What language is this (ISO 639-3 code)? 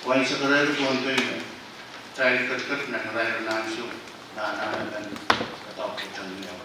pon